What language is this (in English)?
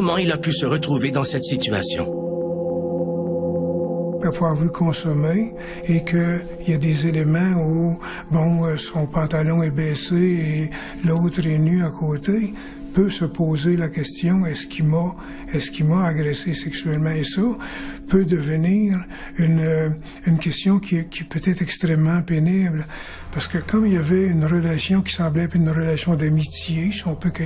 French